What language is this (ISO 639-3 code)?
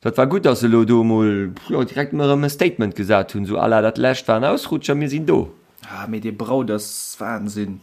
ltz